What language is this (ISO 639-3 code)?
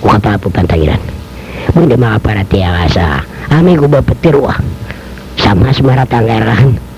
mrw